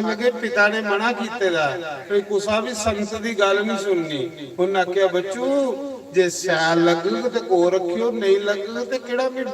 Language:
Dogri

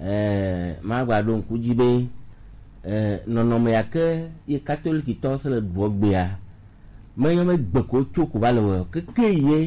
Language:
Gen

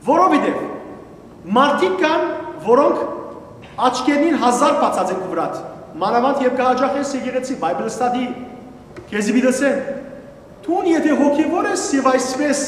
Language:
Western Armenian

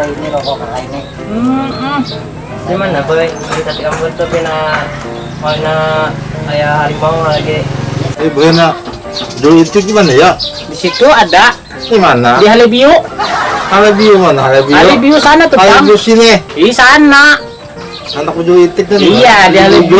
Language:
Banjar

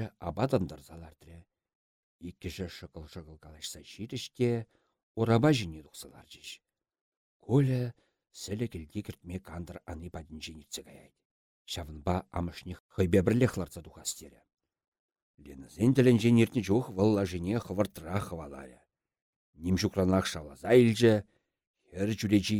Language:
Chuvash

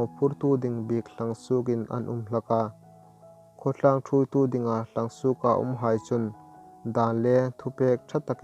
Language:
Hmar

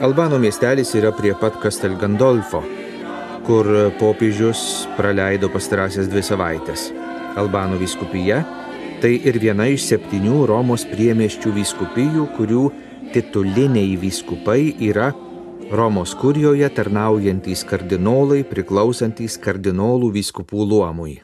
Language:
Lithuanian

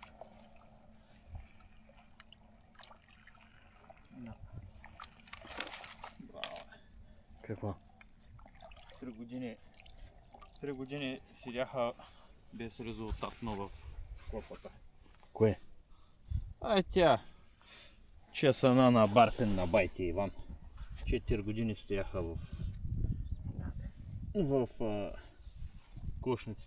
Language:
Bulgarian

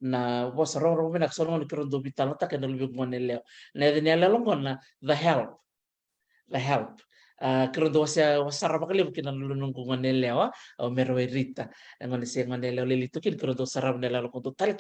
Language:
Fijian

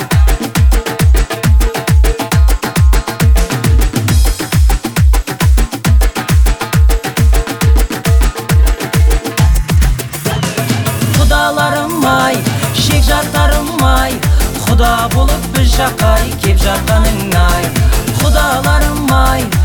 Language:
Kazakh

